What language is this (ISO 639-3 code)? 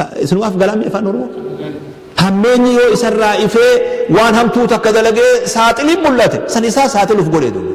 orm